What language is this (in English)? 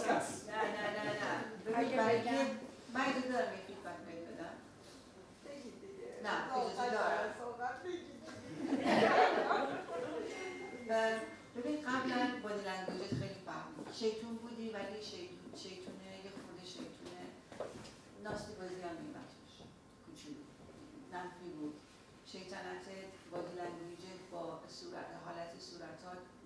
Persian